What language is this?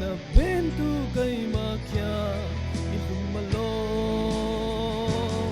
Falam Chin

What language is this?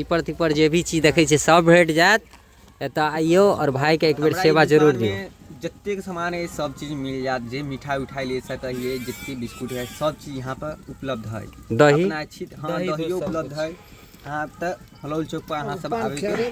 Maithili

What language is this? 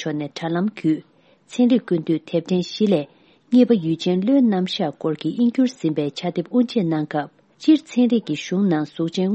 Tibetan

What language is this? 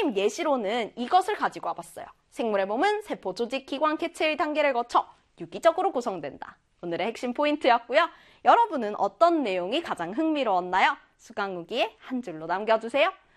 Korean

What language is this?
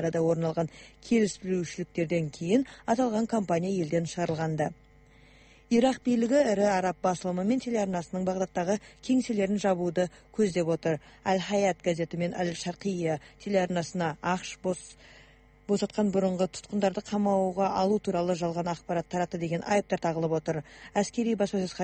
Kazakh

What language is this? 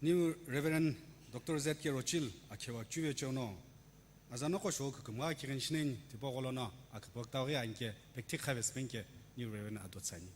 Sumi Naga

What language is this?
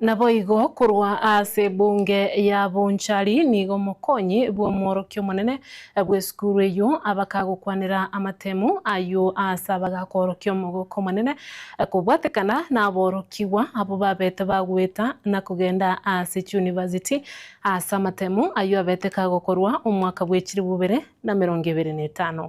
Gusii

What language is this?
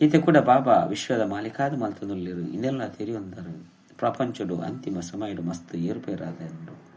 Tulu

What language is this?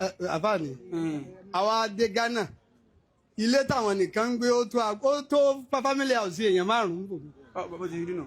Yoruba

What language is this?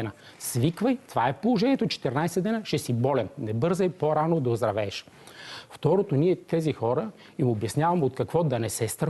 Bulgarian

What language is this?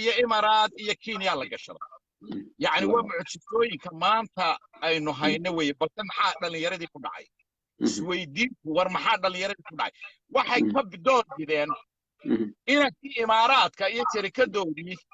Somali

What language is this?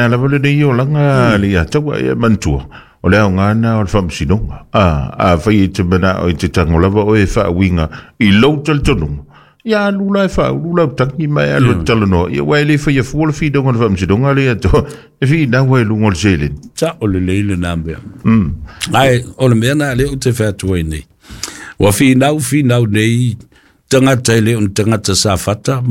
Samoan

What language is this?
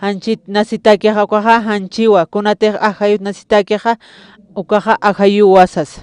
Aymara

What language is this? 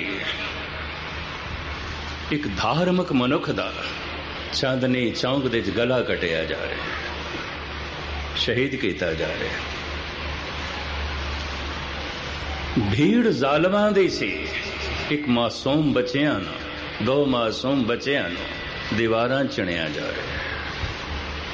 Punjabi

